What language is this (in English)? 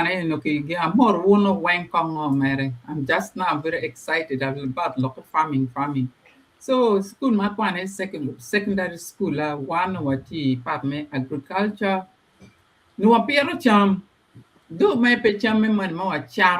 Acoli